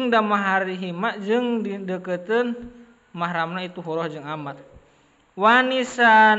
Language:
Sundanese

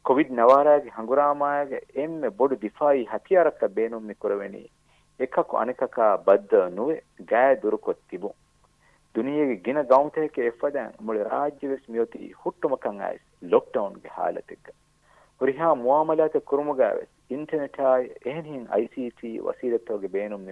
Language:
Divehi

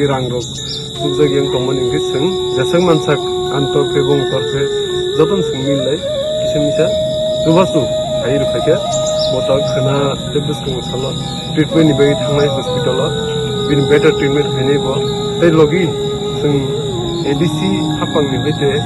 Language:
Kok Borok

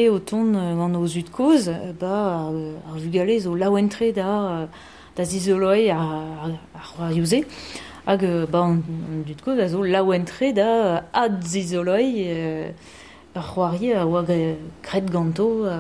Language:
Breton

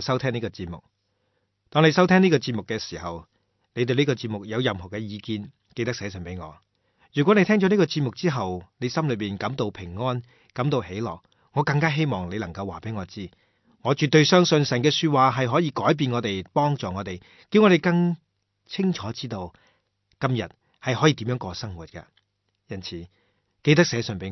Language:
Cantonese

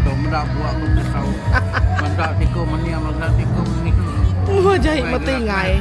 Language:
Iban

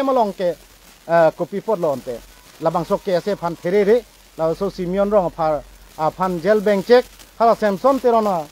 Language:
Karbi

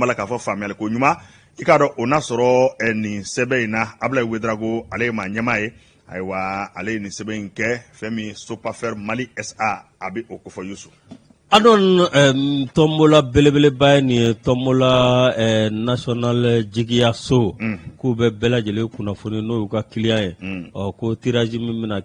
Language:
Bambara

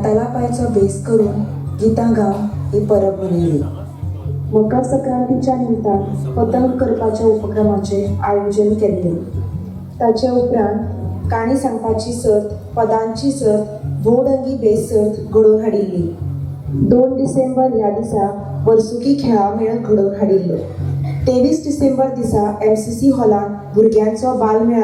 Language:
Konkani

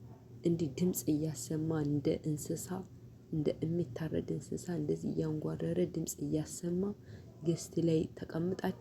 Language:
Amharic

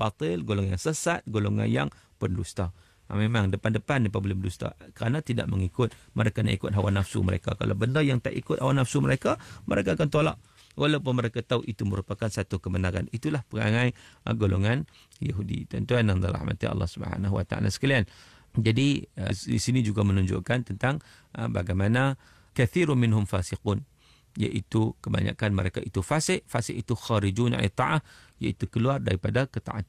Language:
Malay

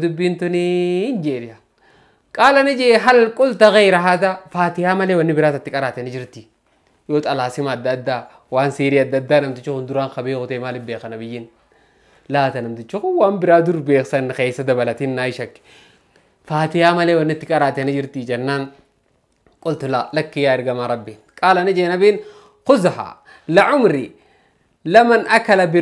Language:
Oromo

